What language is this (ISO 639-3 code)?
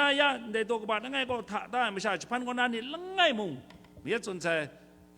kac